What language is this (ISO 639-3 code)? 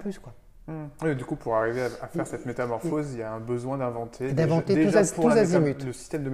fra